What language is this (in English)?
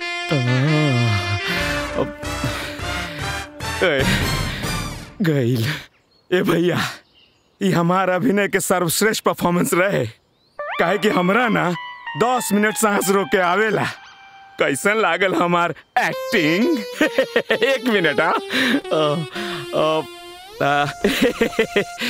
Bhojpuri